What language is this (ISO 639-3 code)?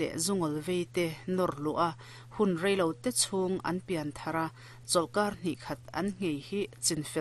lus